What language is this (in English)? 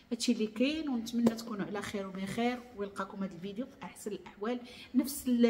Moroccan Arabic